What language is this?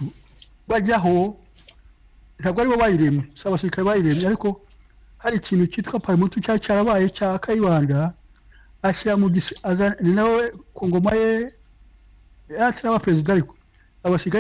Kinyarwanda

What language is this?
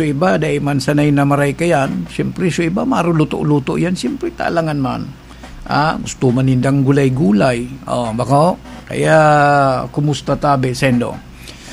Bikol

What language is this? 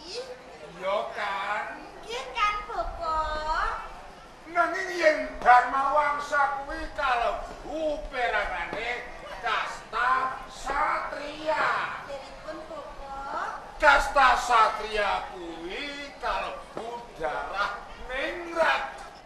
Javanese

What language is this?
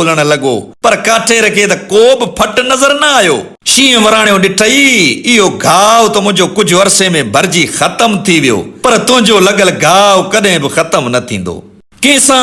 Sindhi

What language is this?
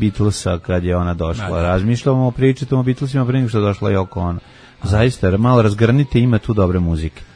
Serbian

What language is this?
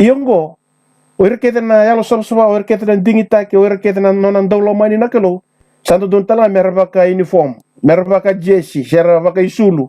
Fijian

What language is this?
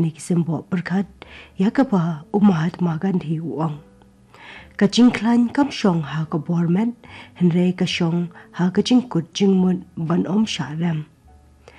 Khasi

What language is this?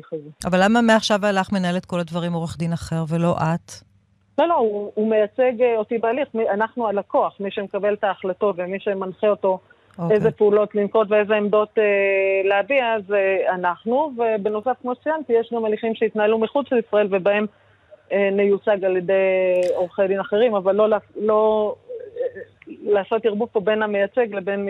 Hebrew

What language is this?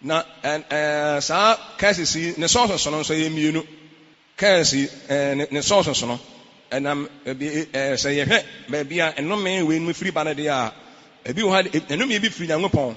Akan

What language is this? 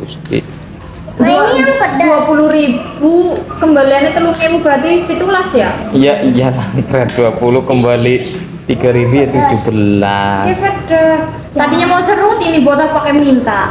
Betawi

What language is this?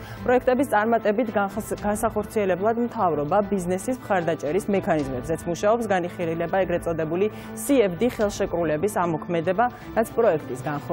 Georgian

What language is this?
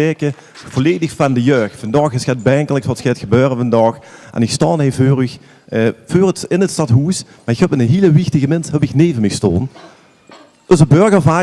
Limburgish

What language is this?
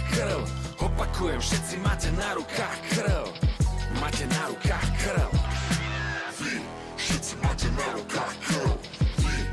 Slovak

